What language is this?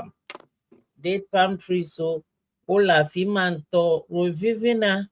Ewe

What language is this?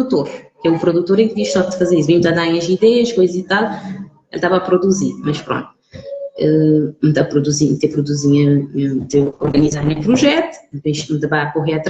Kabuverdianu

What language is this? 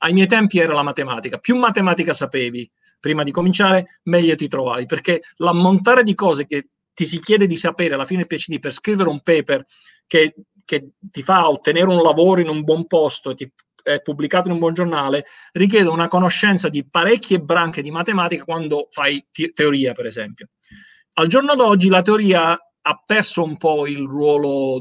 Italian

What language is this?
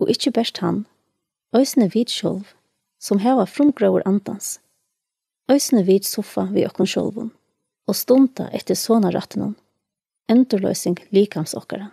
Faroese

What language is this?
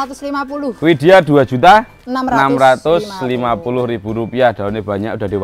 Indonesian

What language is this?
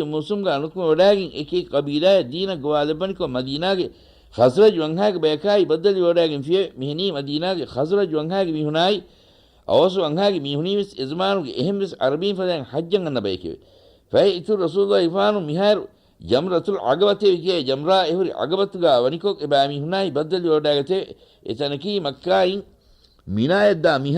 Divehi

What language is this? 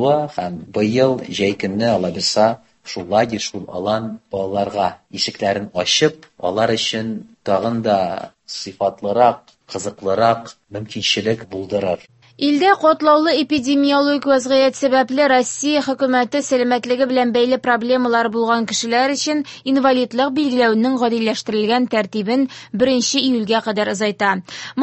Tatar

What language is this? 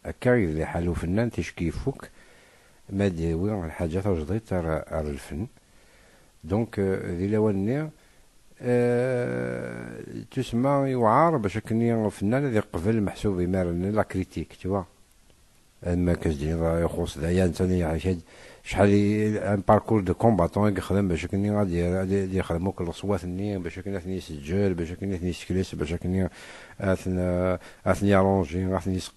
Kabyle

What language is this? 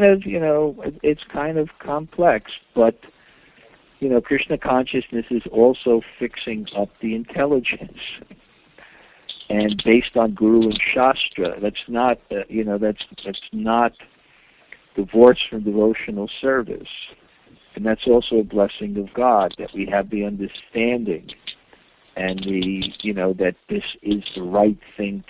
English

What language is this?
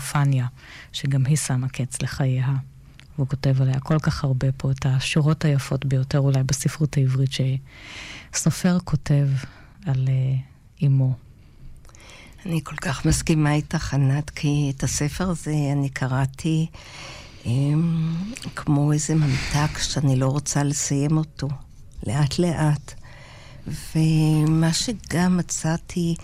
Hebrew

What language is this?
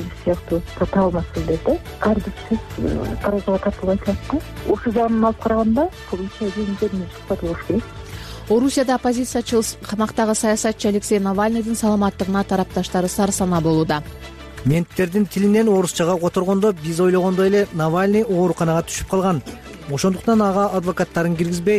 Kyrgyz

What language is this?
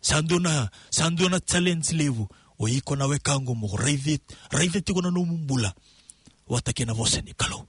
Fijian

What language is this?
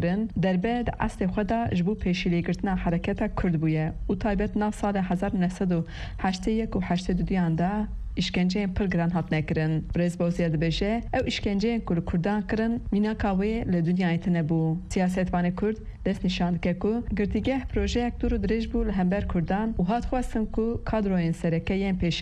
Kurdish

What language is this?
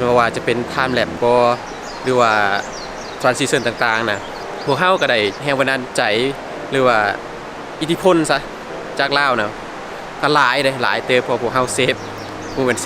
Lao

